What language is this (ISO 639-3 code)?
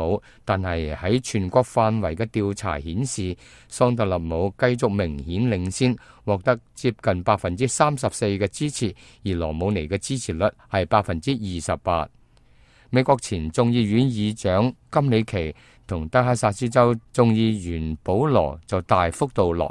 yue